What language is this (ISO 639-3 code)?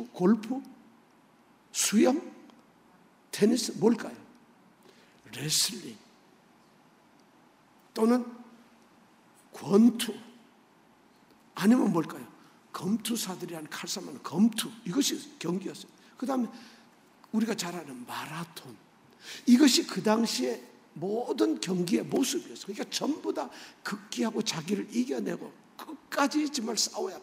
kor